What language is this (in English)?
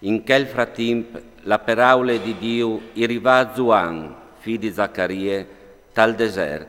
Friulian